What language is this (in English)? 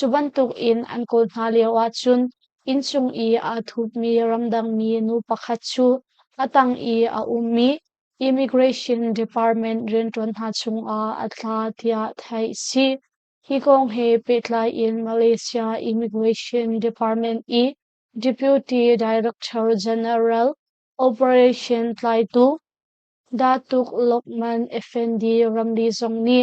Hakha Chin